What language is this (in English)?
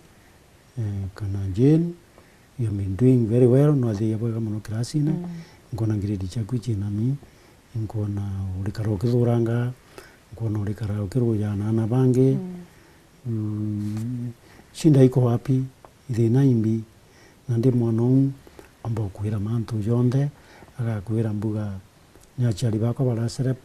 Meru